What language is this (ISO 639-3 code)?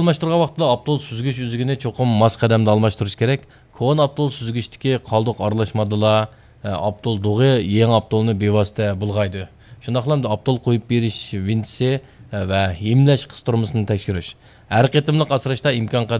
uig